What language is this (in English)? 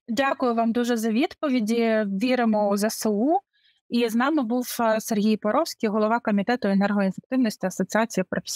Ukrainian